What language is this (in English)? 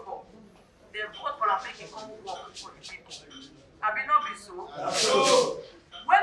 Nigerian Pidgin